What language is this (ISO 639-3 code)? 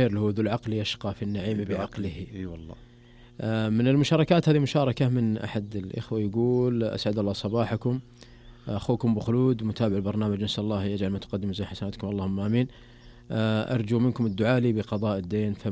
ars